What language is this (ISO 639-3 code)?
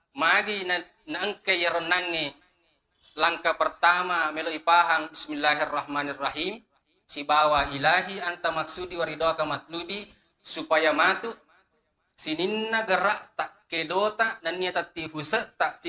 bug